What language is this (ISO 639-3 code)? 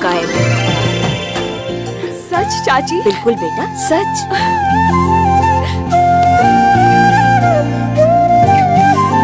bho